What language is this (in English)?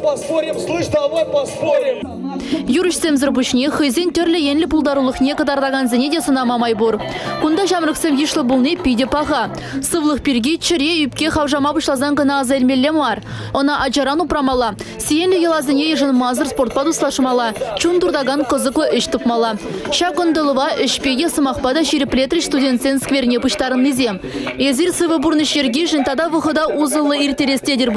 Chuvash